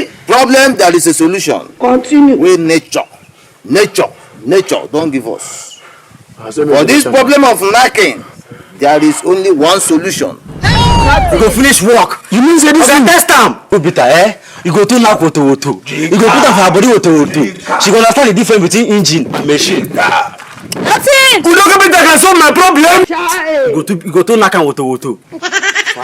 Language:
Nigerian Pidgin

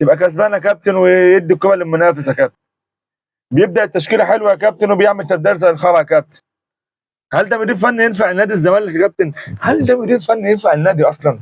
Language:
Egyptian Arabic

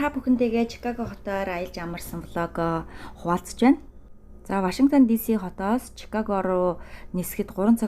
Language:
Mongolian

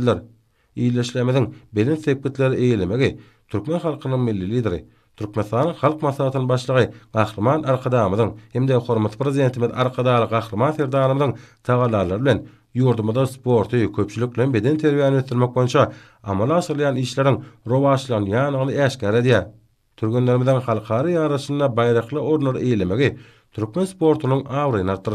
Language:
Turkmen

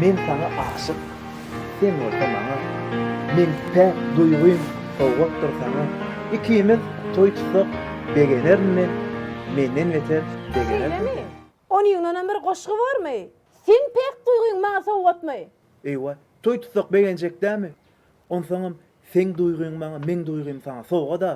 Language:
Turkmen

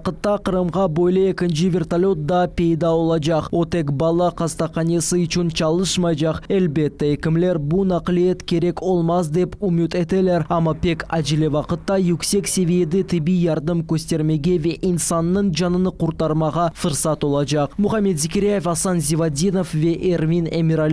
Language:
Crimean Tatar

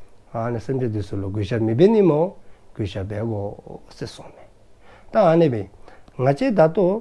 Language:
Dzongkha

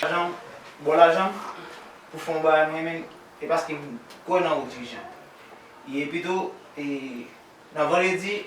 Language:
Haitian Creole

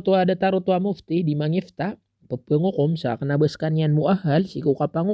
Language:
Maranao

